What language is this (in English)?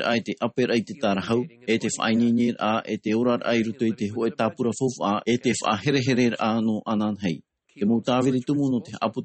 Tahitian